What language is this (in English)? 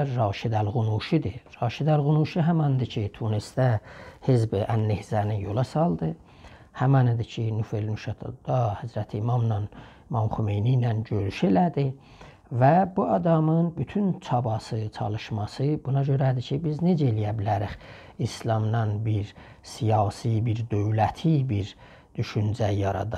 South Azerbaijani